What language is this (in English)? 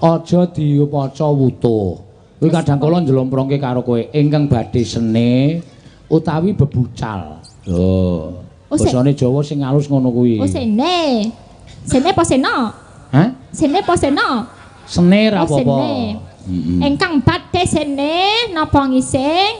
Javanese